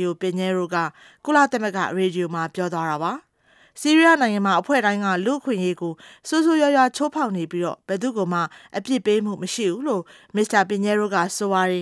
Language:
Burmese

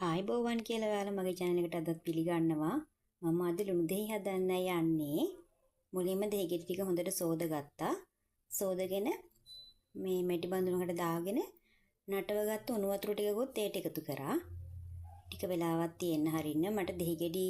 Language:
Sinhala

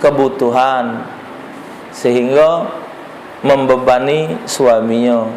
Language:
Musi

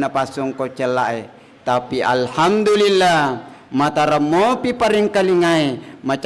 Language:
Buginese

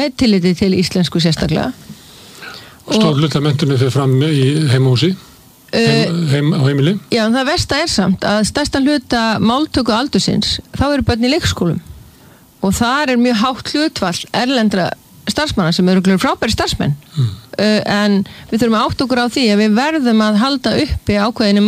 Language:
Icelandic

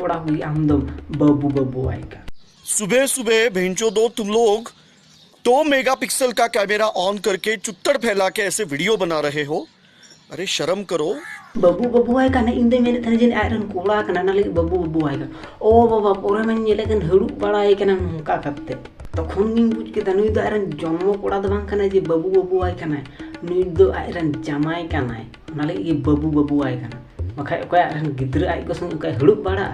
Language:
Santali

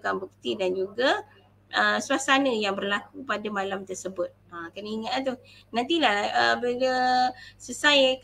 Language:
Malay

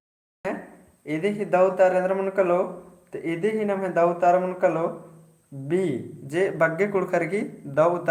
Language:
Kurukh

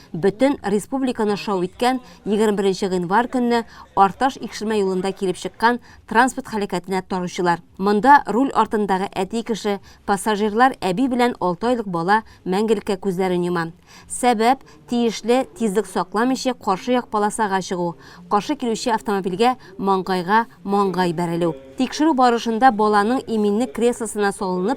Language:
Tatar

